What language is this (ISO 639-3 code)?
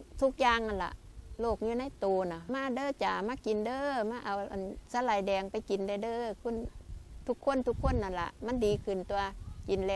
lao